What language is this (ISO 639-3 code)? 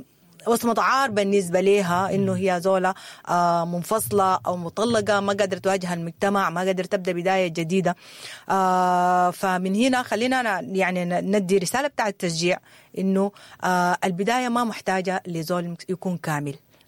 apd